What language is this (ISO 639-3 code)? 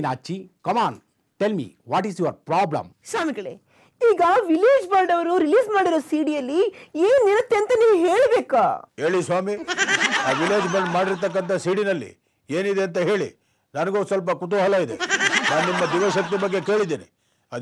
kan